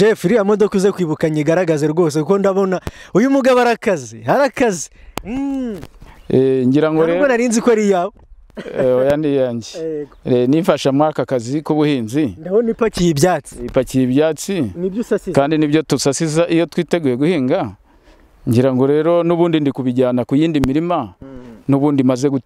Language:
Kinyarwanda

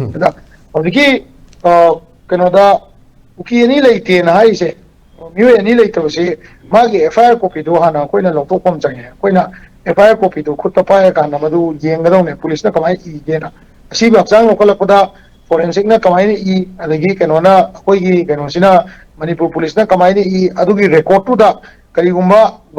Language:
Manipuri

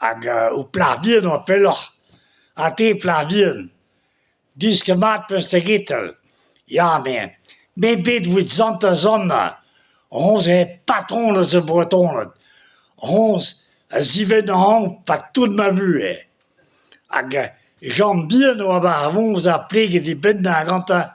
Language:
Breton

